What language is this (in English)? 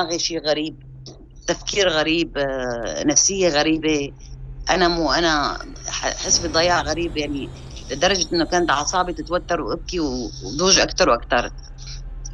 North Levantine Arabic